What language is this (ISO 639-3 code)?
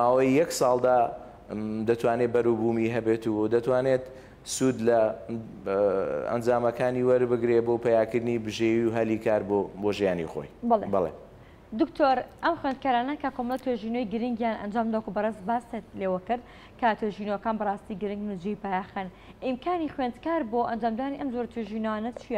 ckb